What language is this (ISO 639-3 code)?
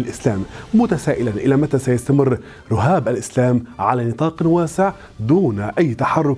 ara